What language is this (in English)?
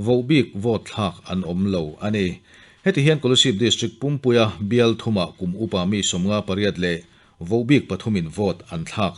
Mizo